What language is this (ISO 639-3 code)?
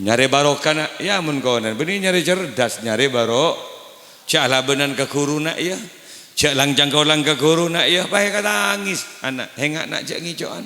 mad